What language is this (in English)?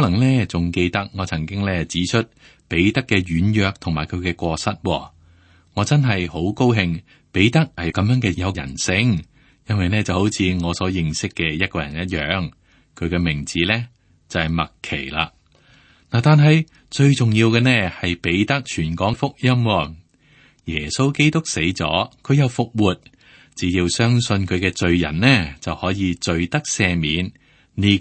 Cantonese